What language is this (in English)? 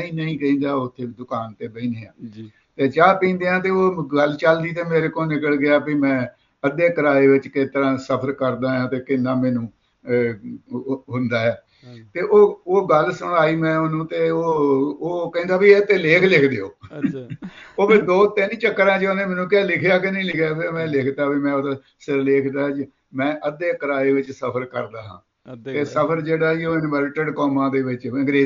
Punjabi